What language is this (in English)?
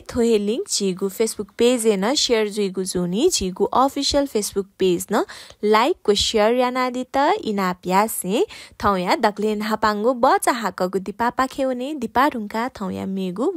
Newari